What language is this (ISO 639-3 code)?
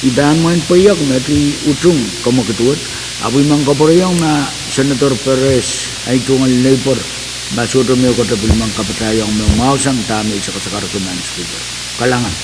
pon